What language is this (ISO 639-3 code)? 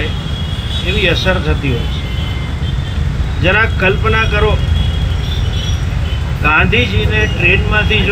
guj